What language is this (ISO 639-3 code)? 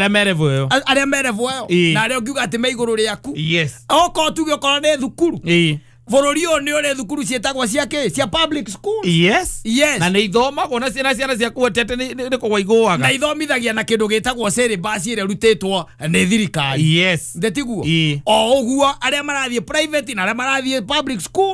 kik